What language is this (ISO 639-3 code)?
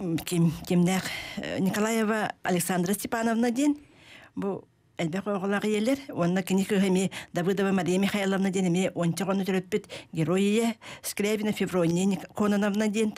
sah